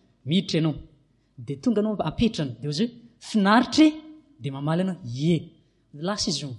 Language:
Malagasy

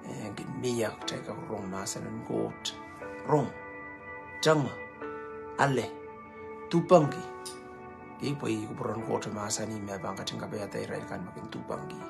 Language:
Pohnpeian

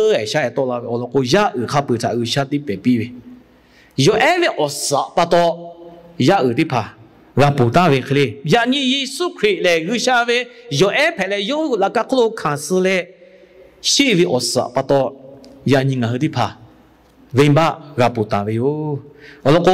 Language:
Lahu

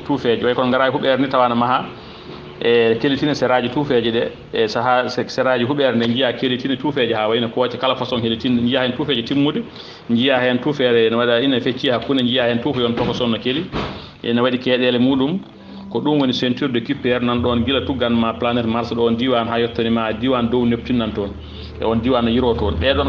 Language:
Fula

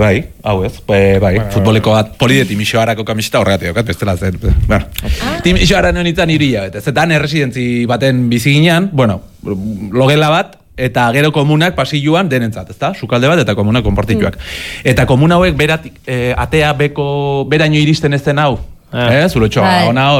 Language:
Basque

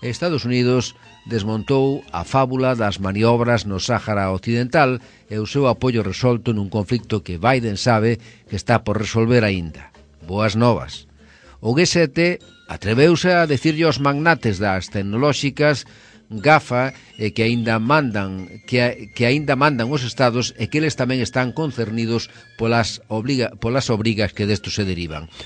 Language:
Galician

